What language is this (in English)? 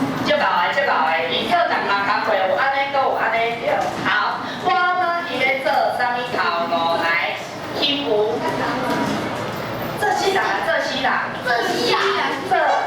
Min Nan Chinese